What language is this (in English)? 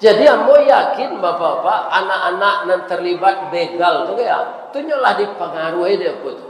Minangkabau